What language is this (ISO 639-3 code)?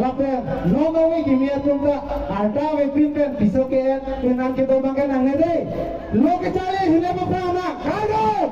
mjw